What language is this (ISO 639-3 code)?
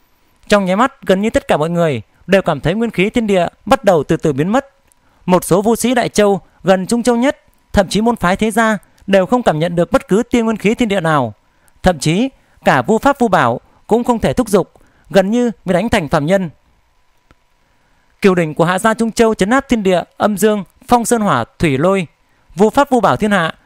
vie